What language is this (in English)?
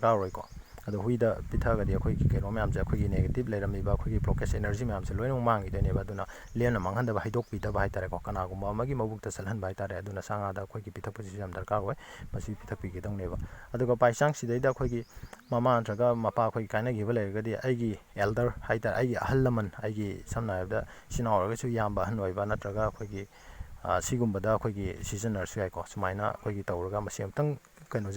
Manipuri